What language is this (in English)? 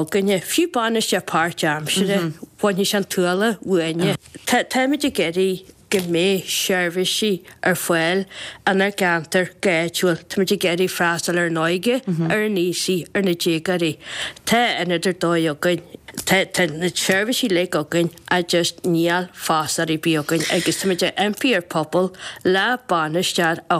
Irish